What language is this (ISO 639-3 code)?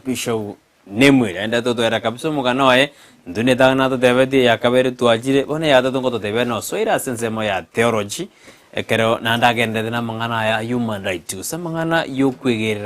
guz